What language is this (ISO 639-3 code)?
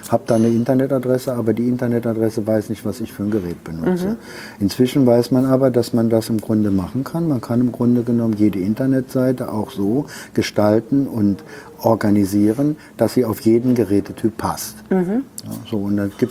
deu